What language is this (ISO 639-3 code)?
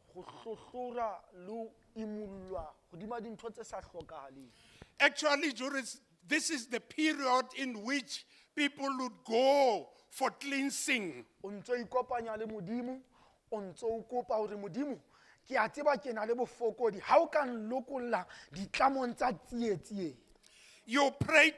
sot